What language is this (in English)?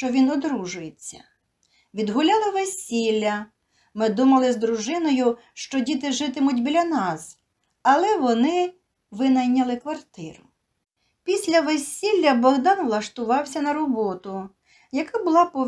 Ukrainian